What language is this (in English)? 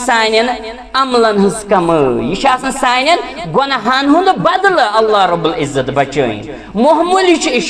Kashmiri